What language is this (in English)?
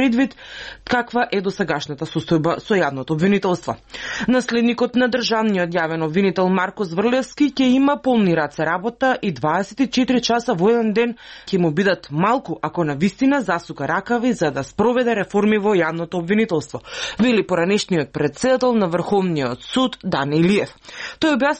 Macedonian